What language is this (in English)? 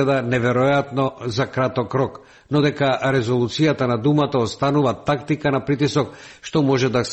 Macedonian